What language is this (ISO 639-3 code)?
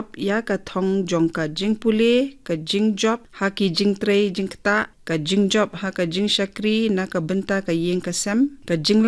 kha